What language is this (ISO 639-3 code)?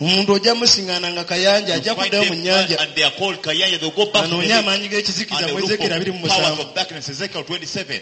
lug